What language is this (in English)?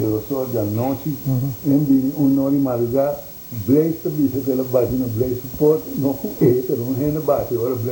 Papiamento